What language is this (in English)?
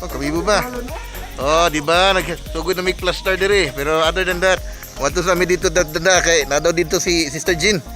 Cebuano